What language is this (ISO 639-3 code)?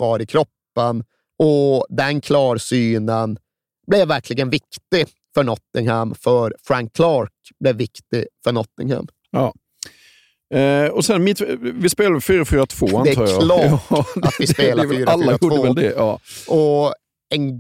swe